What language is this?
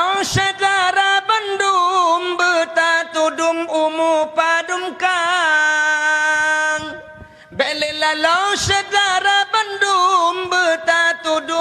Achinese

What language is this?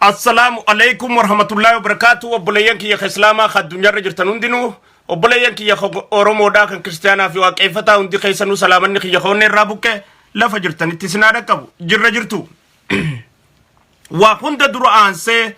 Oromo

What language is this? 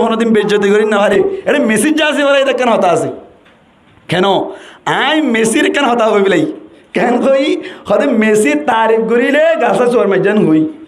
Rohingya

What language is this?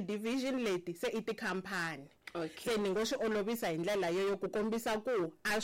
Tsonga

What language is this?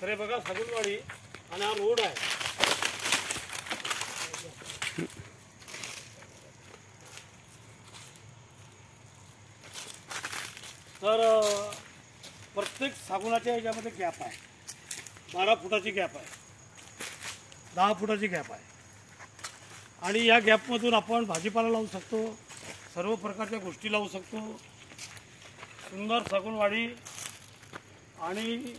Marathi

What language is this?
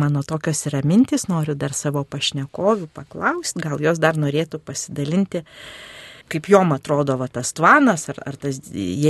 Lithuanian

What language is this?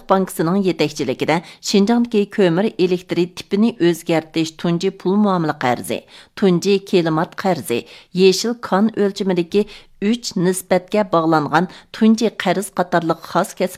Uyghur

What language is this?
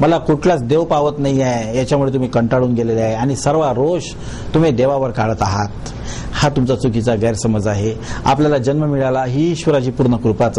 Marathi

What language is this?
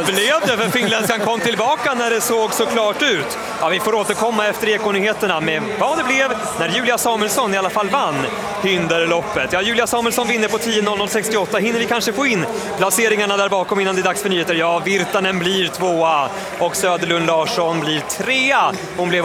Swedish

